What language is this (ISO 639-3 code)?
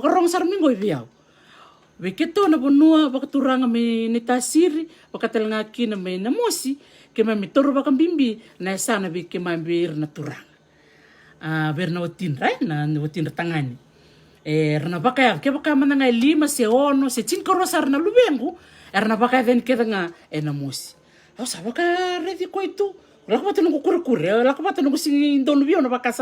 fij